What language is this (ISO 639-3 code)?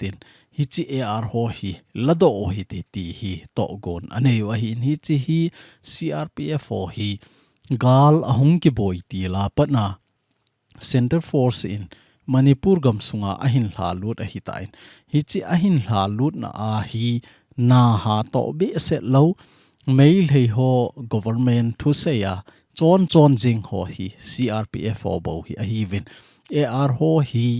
tcz